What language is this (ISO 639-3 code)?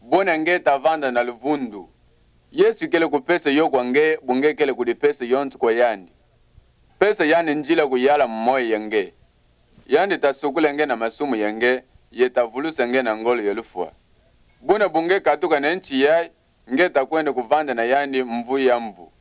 ktu